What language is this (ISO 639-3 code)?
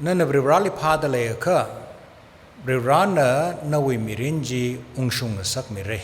nmf